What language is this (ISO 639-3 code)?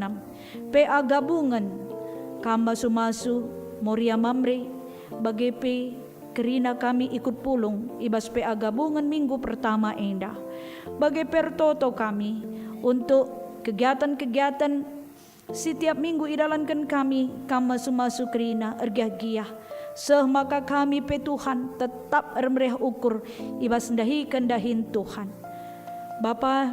btx